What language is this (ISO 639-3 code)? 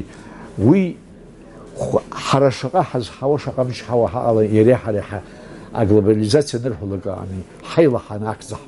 abk